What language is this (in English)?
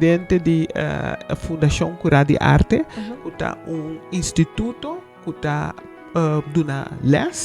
Papiamento